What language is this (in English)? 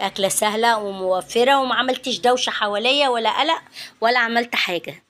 Egyptian Arabic